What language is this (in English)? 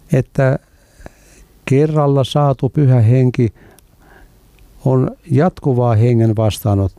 Finnish